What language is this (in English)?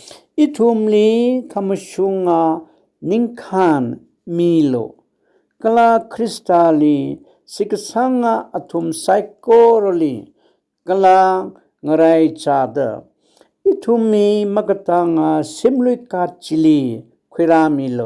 Tangkhul Naga (India)